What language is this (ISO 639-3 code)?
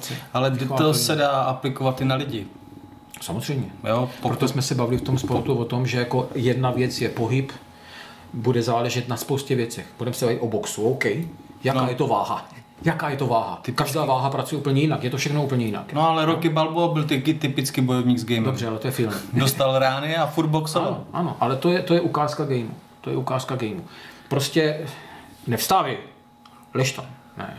ces